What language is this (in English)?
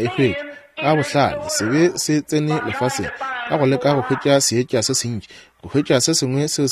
Northern Sotho